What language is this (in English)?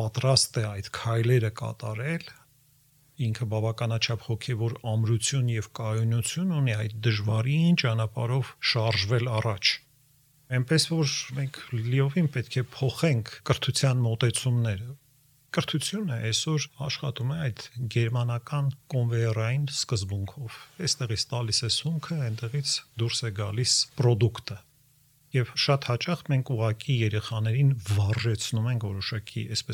Armenian